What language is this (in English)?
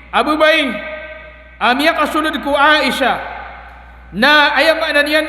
Maranao